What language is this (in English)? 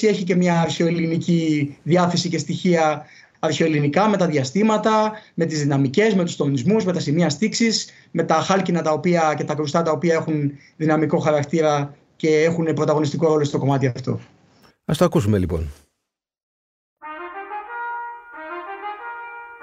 Greek